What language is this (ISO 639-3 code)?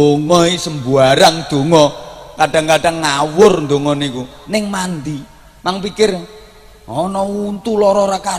jav